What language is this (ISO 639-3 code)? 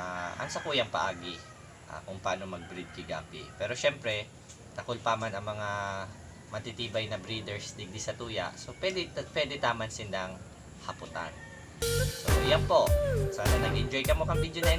bik